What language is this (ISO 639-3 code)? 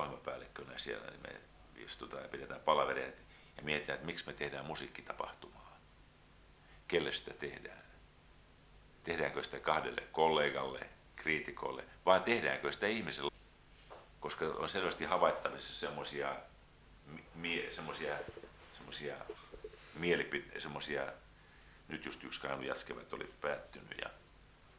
fin